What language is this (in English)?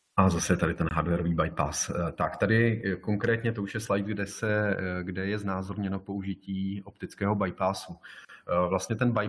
Czech